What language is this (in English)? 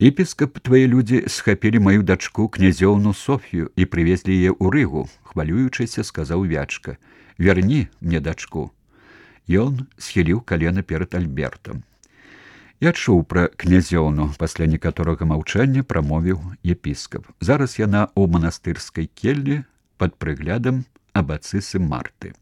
Belarusian